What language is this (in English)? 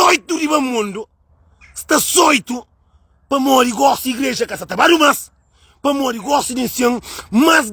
Kabuverdianu